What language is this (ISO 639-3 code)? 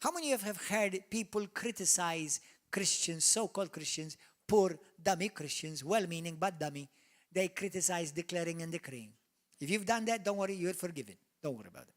eng